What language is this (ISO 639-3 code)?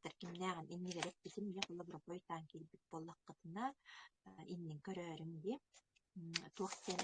sah